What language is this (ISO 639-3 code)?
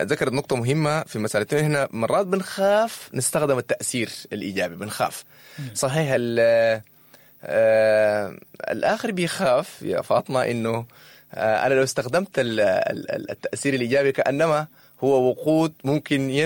apd